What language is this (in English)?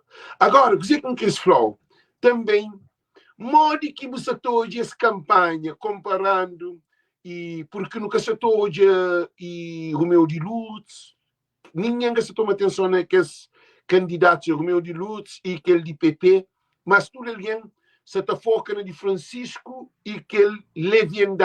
Kabuverdianu